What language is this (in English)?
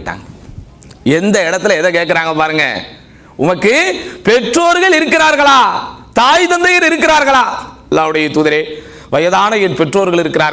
Tamil